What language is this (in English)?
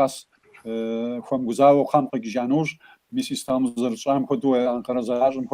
Kabardian